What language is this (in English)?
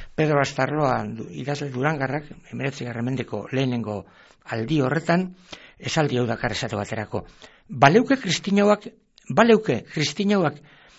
Basque